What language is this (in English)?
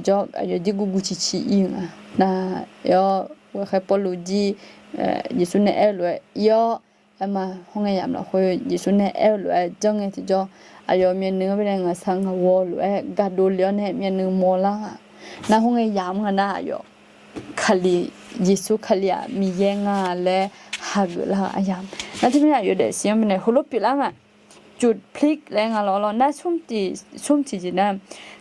Akha